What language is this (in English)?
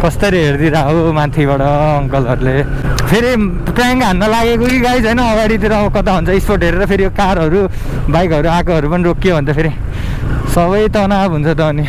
Nepali